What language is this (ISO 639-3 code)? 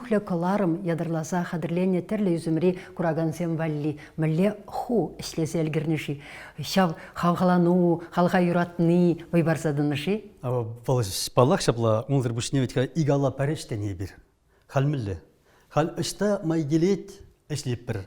chv